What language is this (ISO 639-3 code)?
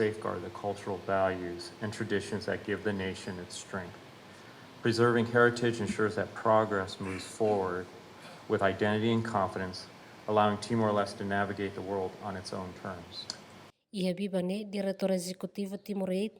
tet